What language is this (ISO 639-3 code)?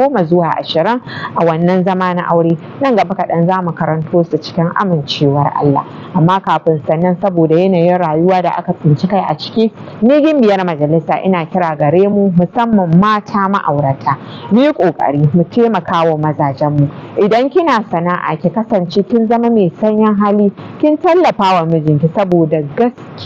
hau